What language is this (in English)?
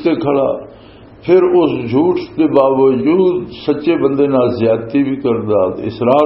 Western Panjabi